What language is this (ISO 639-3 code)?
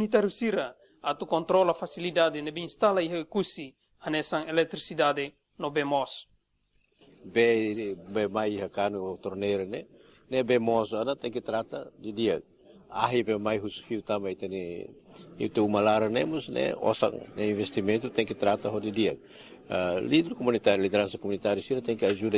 tet